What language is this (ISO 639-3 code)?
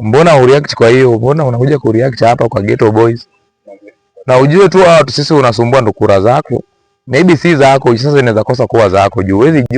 swa